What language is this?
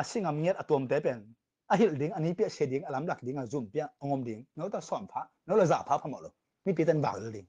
Tedim Chin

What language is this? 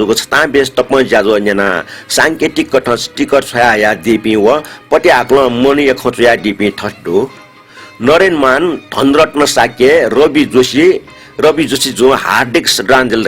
Newari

